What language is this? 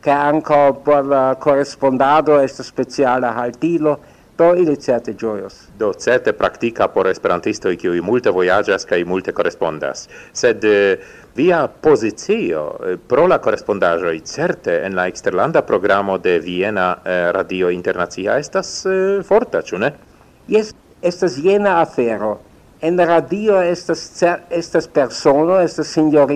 Esperanto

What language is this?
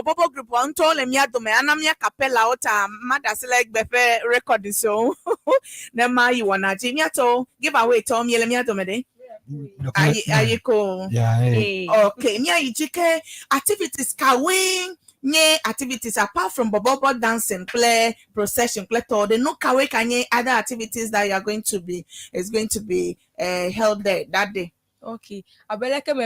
Ewe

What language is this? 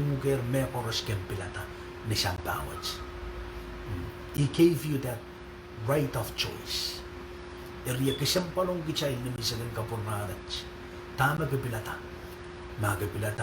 Pohnpeian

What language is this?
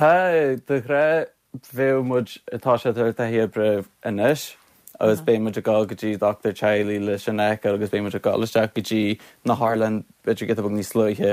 Irish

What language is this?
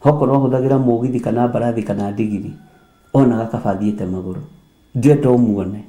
Kikuyu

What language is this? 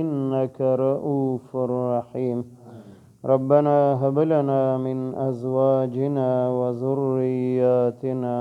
Pashto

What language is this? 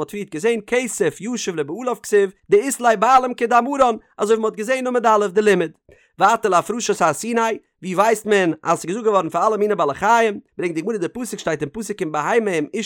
Yiddish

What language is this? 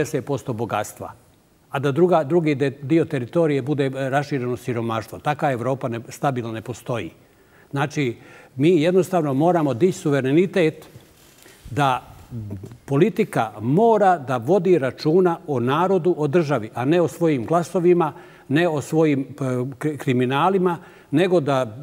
Bosnian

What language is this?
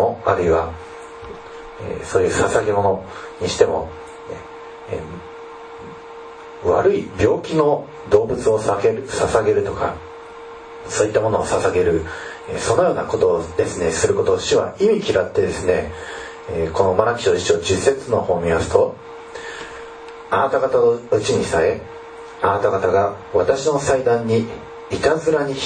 Japanese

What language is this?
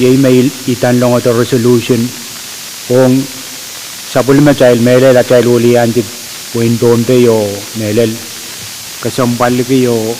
Pohnpeian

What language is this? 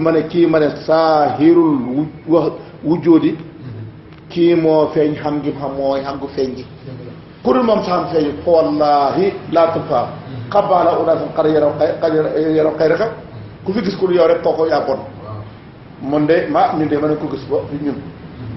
Wolof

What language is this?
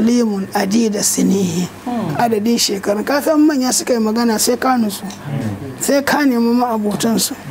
Hausa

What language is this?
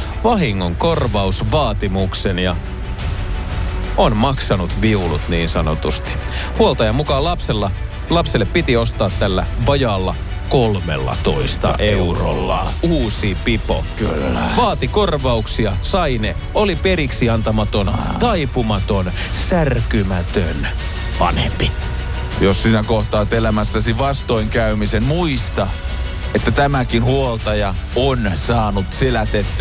Finnish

